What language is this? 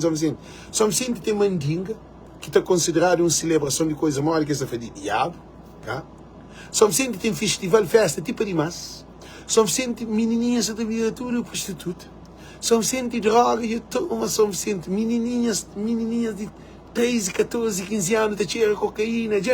Kabuverdianu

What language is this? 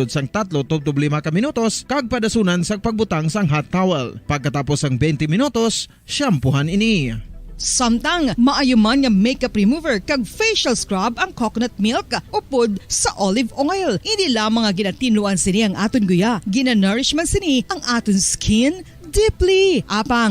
Hiligaynon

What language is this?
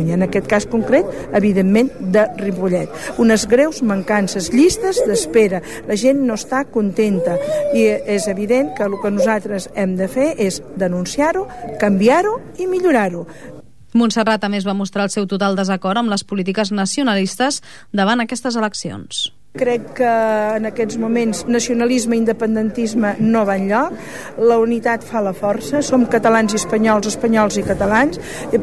Catalan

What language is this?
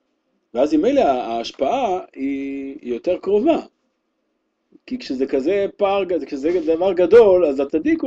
Hebrew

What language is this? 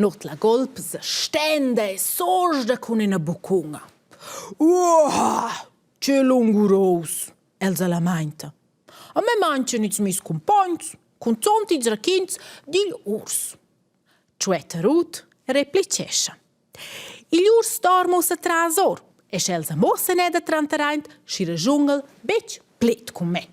Romansh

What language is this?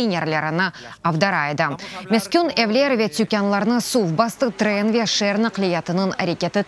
Crimean Tatar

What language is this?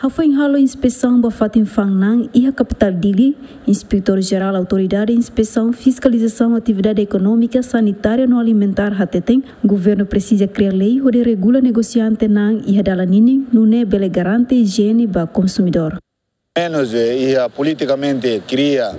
Tetum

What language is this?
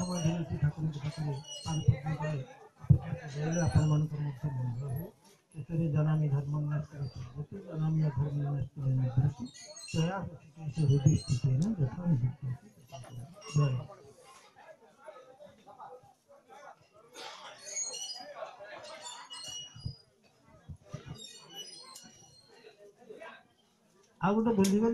Odia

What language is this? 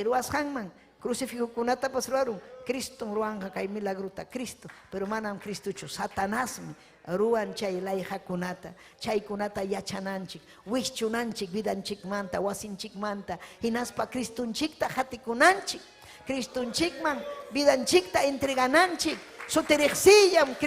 Ayacucho Quechua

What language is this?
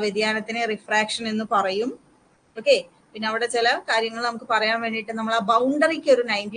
Malayalam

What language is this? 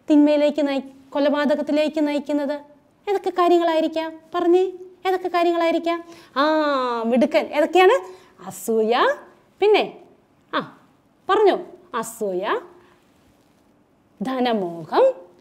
Malayalam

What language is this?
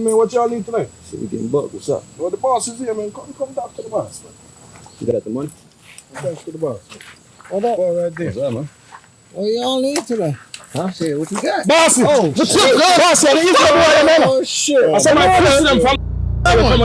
Jamaican Creole English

